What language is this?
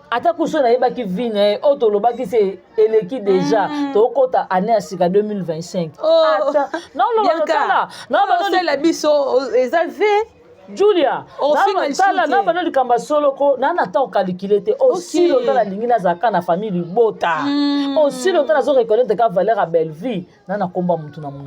Lingala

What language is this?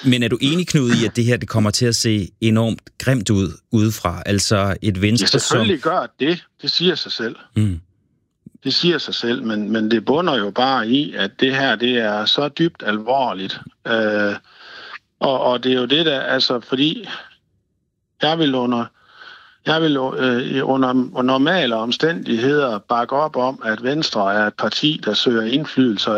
Danish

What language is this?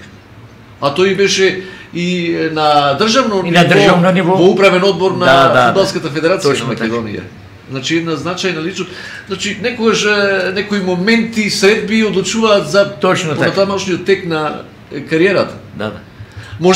Macedonian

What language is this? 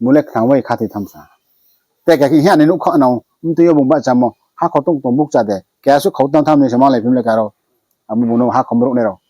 Riang (India)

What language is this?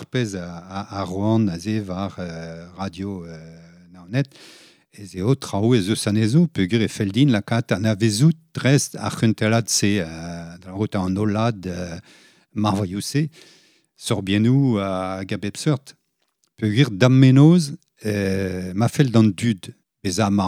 Breton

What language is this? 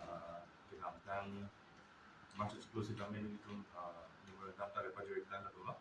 Karbi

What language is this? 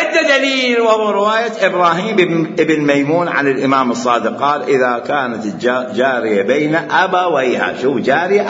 Mesopotamian Arabic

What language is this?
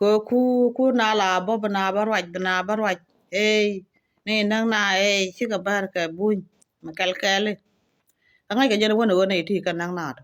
Nuer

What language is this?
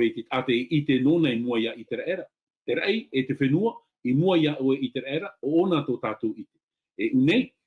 Tahitian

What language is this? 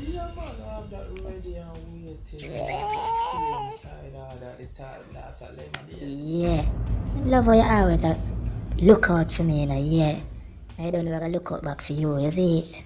Jamaican Creole English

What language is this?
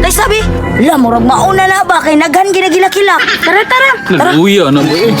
Cebuano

